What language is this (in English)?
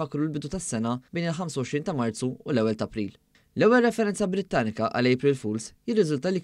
Maltese